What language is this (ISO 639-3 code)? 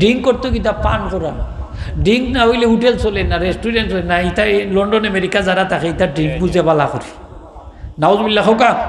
syl